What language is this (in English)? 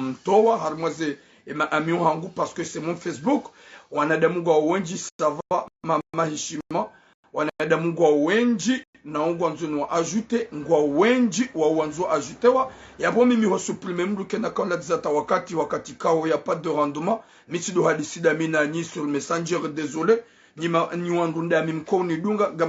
Ngazidja Comorian